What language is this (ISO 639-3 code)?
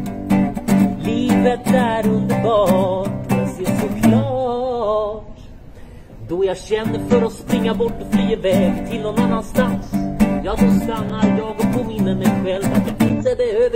swe